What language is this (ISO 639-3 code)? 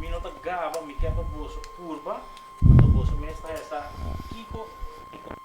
pap